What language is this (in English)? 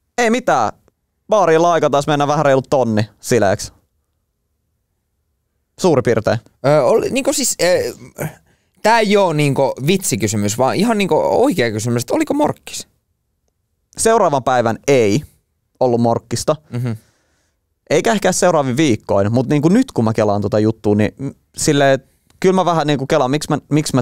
Finnish